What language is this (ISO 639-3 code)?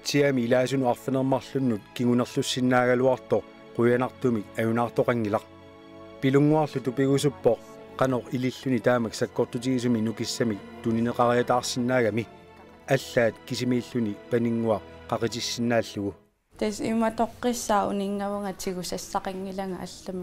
kal